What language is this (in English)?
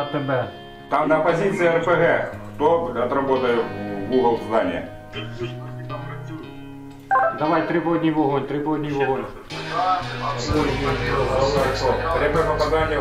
Ukrainian